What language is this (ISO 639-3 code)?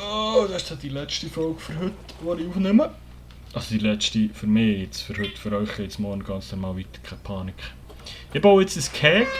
gsw